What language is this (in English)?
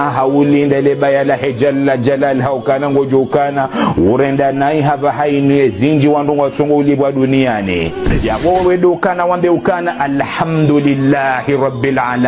Ngazidja Comorian